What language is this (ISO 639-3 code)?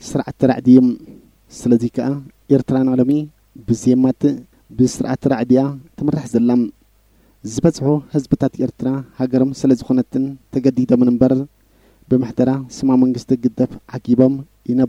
tir